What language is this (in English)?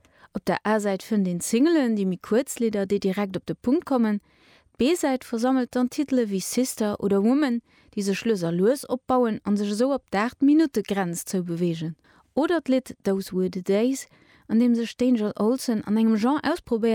Luxembourgish